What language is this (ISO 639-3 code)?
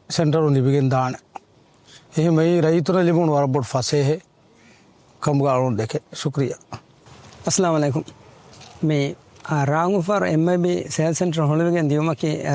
div